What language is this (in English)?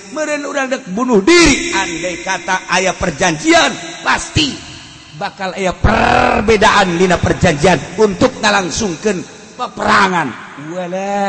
Sundanese